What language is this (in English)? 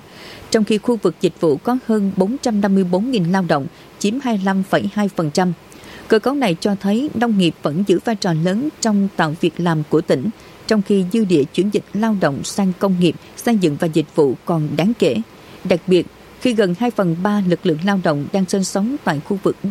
Vietnamese